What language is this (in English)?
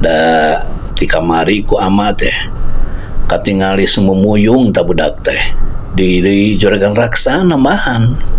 Sundanese